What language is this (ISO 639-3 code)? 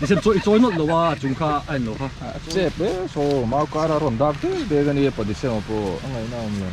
lus